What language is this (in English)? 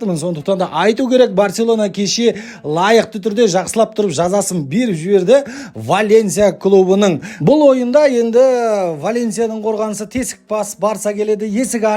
Kazakh